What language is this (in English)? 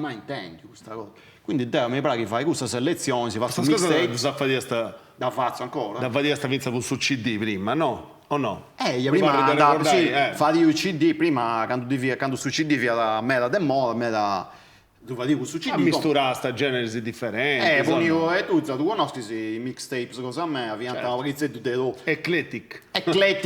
Sardinian